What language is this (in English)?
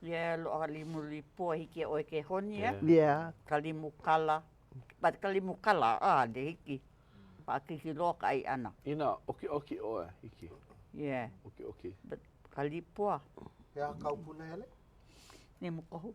Hawaiian